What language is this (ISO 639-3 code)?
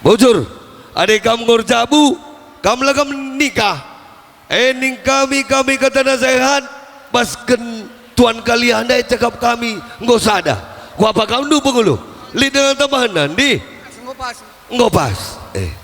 btx